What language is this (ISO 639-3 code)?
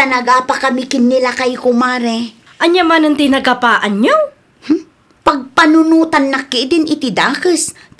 ilo